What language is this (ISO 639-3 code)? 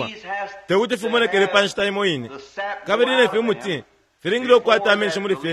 bem